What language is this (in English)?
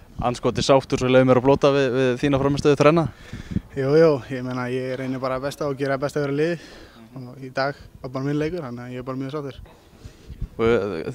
Icelandic